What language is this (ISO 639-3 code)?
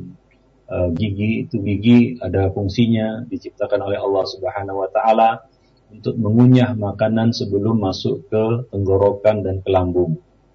ind